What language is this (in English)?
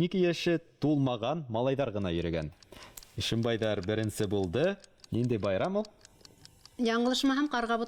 Bashkir